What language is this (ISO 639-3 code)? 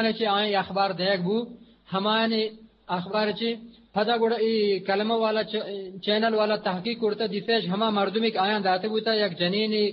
bgp